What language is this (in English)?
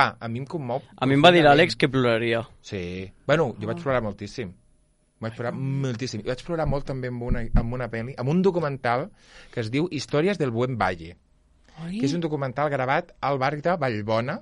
Catalan